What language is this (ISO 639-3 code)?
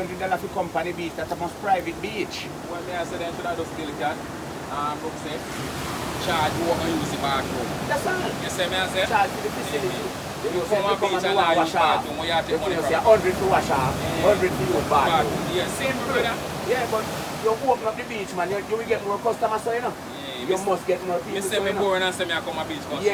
jam